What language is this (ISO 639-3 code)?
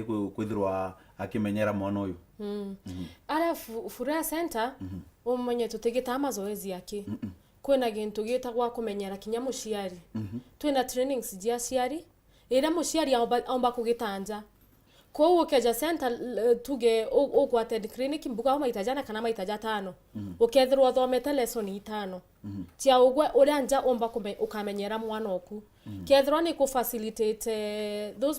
mer